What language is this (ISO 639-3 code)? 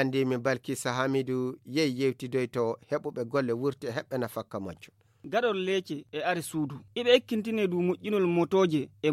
ful